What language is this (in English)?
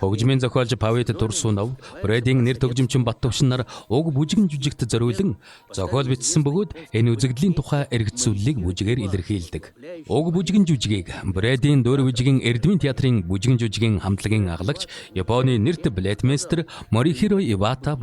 Mongolian